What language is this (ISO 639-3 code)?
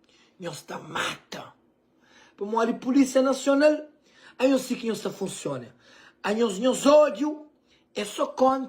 kea